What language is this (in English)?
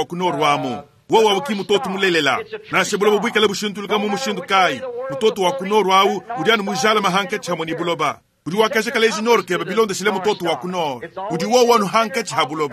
Luba-Lulua